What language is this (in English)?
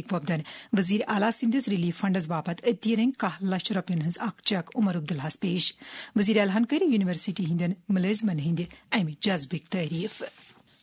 Kashmiri